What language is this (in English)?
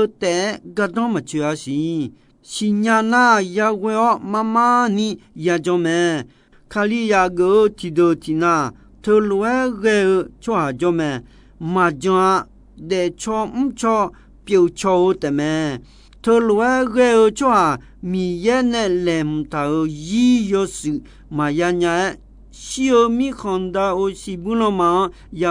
Akha